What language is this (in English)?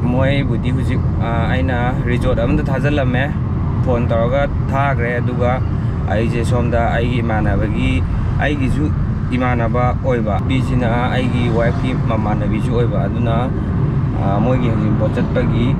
Manipuri